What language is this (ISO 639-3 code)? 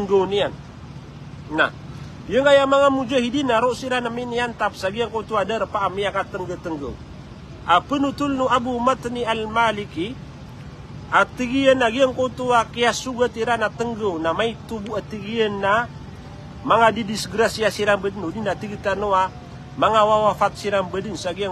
mrw